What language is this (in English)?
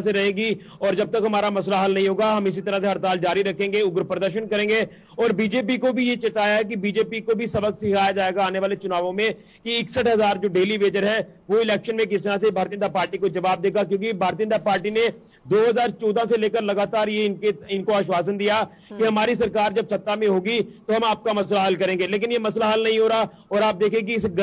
Hindi